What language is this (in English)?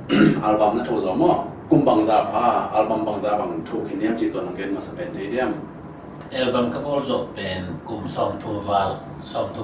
Tedim Chin